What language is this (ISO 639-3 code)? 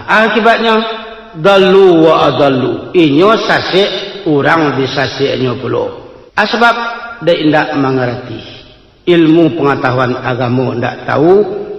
min